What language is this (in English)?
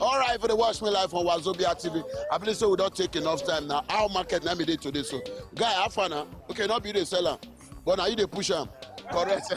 Nigerian Pidgin